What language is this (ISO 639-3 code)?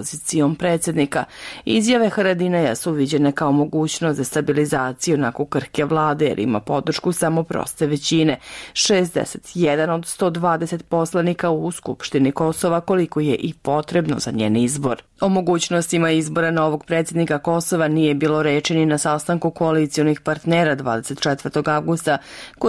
srp